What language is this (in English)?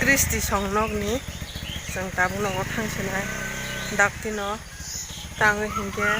Kok Borok